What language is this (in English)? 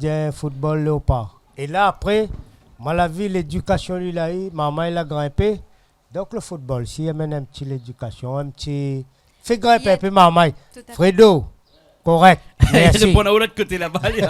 Réunion Creole French